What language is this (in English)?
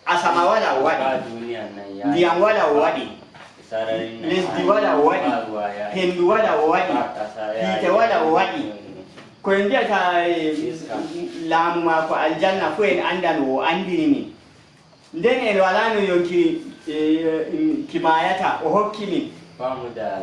Nigerian Fulfulde